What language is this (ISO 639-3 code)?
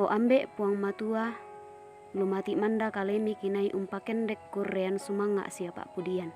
sda